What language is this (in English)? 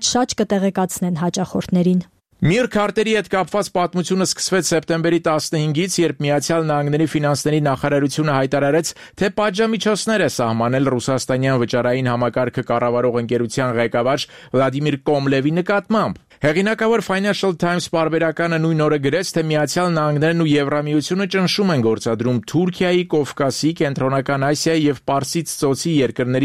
Armenian